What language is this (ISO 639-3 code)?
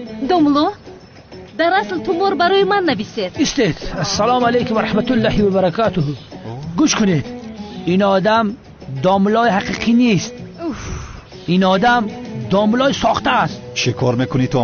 tgk